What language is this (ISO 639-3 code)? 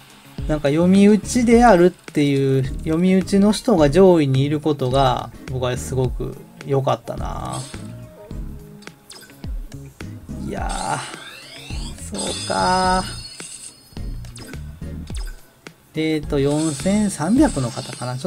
jpn